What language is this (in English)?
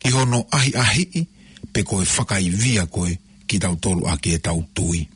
Tongan